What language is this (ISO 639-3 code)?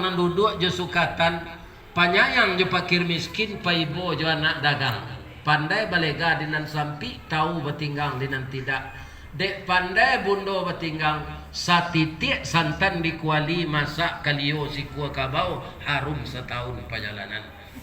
min